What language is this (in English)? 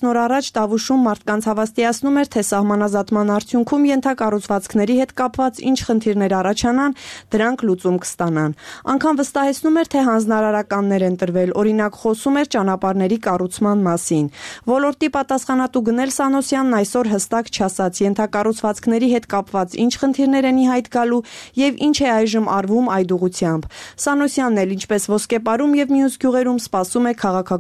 Armenian